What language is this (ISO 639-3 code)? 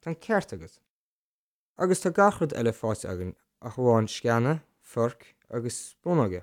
gle